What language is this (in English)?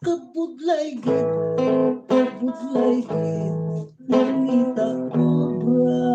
Hiligaynon